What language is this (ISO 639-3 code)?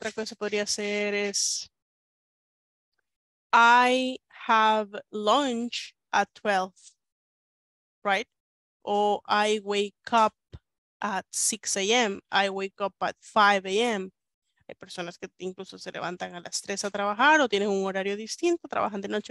spa